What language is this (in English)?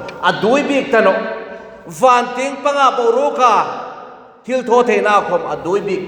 Hmar